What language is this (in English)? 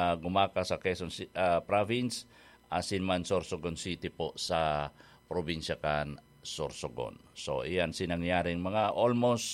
Bikol